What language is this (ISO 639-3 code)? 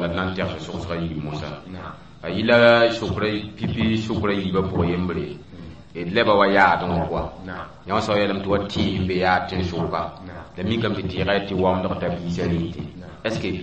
mos